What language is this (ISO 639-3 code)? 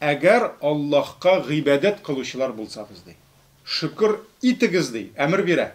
tat